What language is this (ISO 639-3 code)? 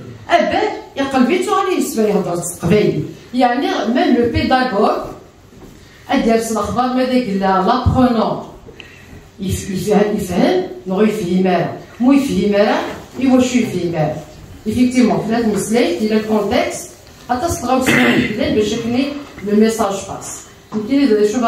kab